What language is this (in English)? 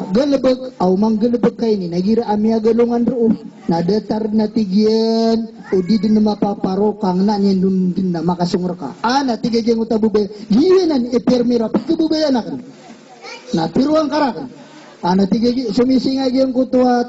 Maranao